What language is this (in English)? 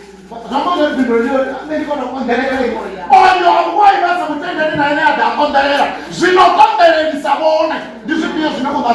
Venda